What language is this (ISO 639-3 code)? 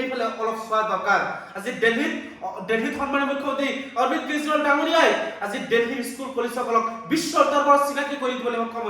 asm